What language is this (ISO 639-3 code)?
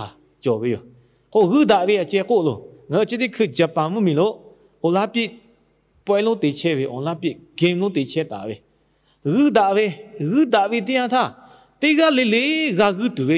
lhu